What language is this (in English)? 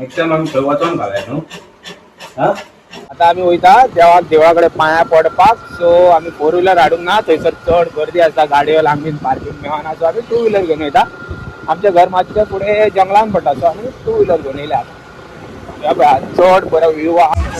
Konkani